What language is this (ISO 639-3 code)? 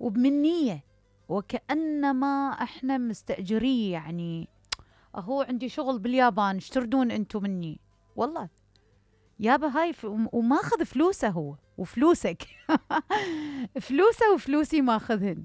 acm